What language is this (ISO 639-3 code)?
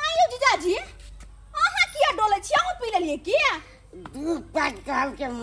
mai